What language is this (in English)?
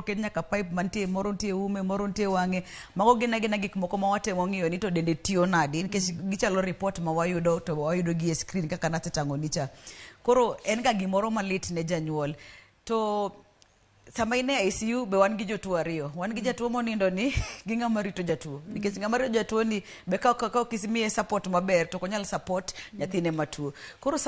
Luo (Kenya and Tanzania)